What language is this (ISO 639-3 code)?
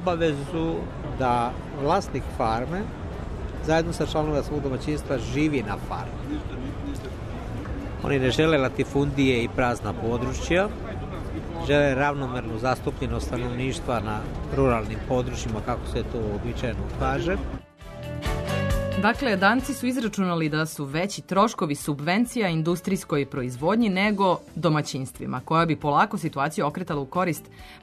srp